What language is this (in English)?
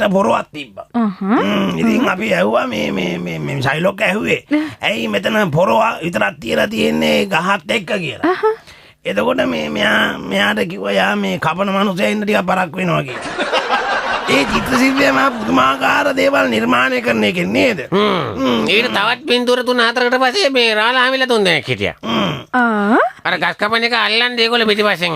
Sinhala